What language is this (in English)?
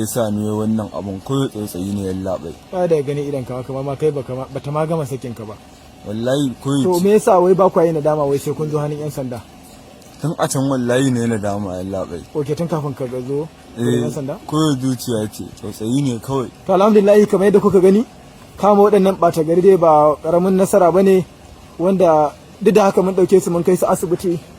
Hausa